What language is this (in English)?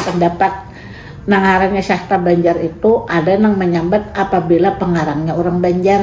Banjar